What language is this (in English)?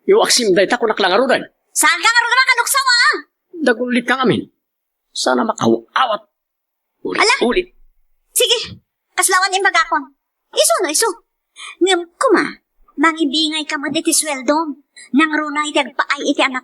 Iloko